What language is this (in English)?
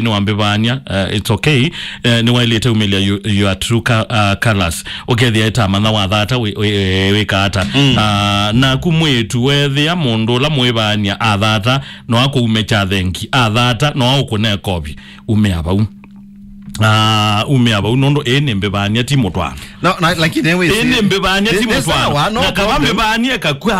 Kamba